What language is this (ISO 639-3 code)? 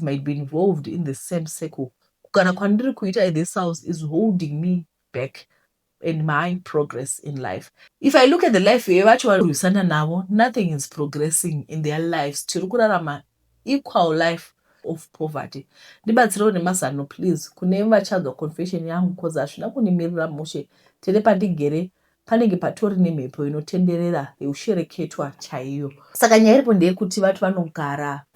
sna